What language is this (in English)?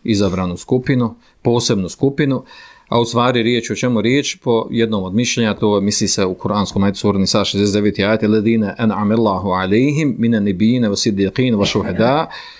Bosnian